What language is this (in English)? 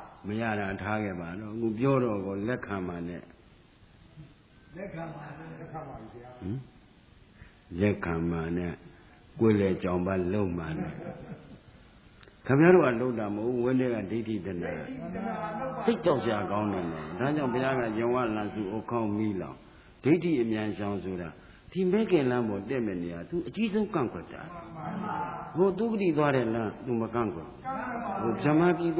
Burmese